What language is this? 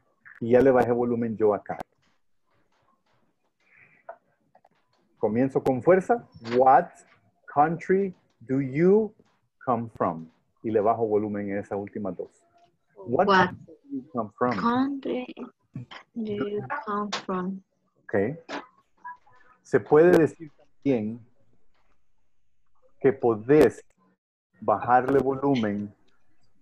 Spanish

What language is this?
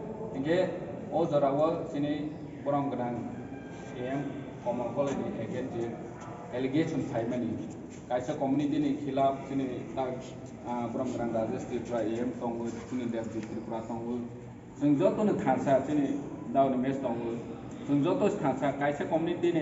Kok Borok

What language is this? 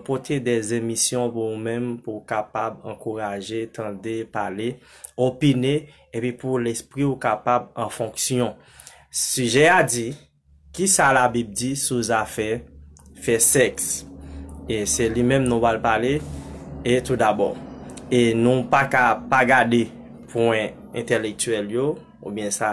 Haitian Creole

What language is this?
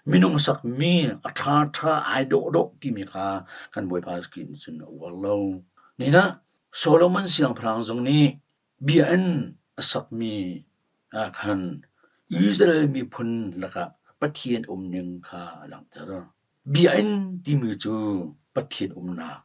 Hakha Chin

